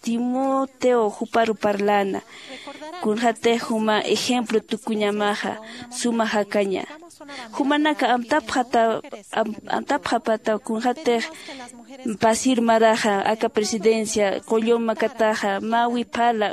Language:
Aymara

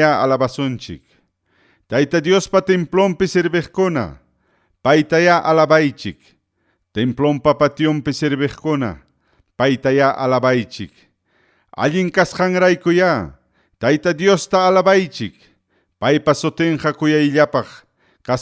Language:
Ayacucho Quechua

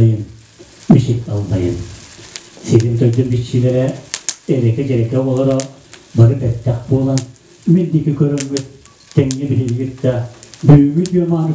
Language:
Yakut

